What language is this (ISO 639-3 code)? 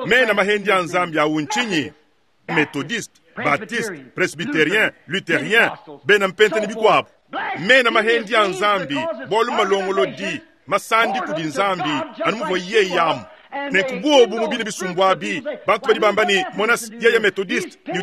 lua